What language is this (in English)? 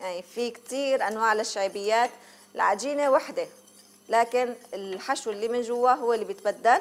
Algerian Arabic